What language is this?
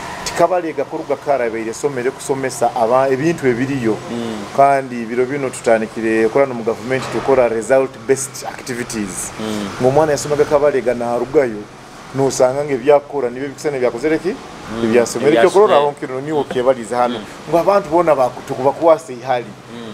Nyoro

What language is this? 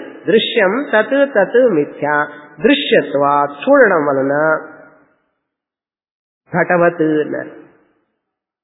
Telugu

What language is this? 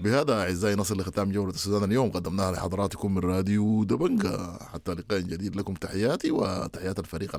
Sudanese Arabic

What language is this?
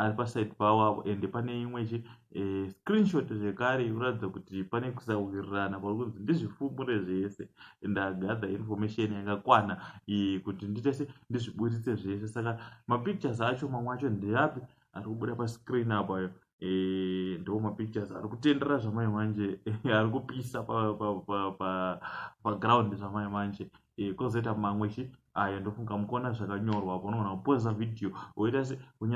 Shona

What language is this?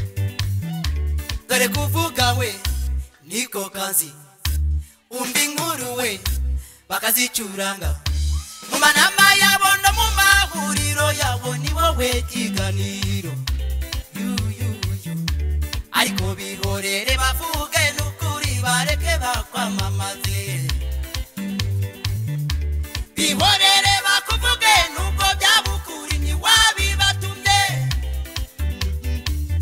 Kinyarwanda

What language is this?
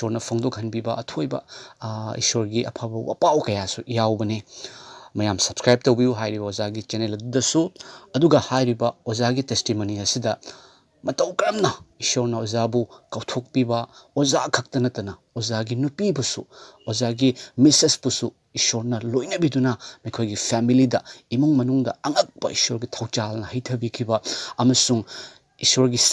Manipuri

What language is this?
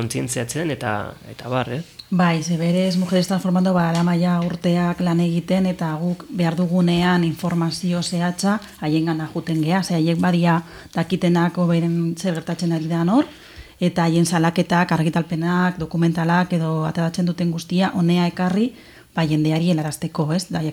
Basque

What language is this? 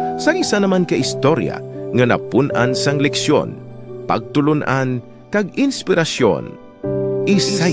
Hiligaynon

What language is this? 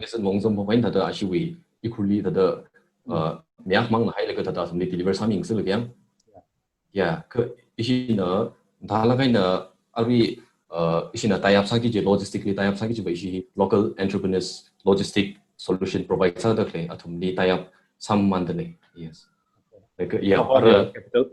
Tangkhul Naga (India)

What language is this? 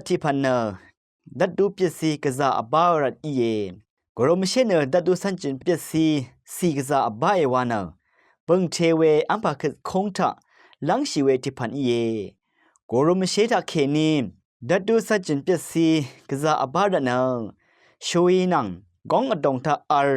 Rawang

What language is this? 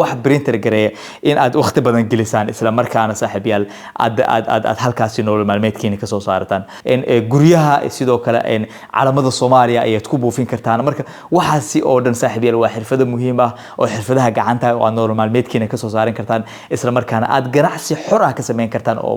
Somali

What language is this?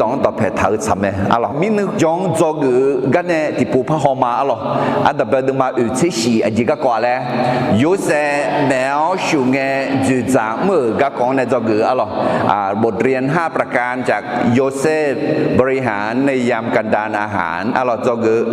Akha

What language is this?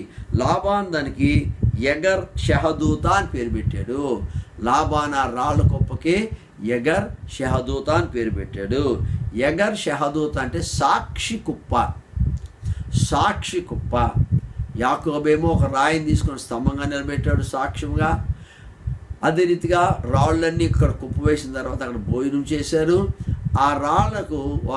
Telugu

